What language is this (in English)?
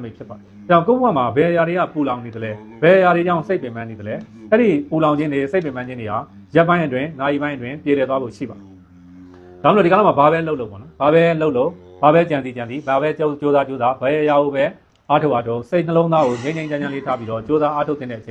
Burmese